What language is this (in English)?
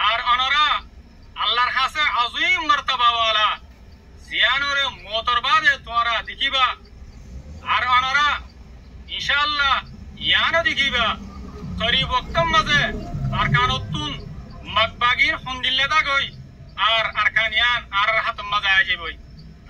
Rohingya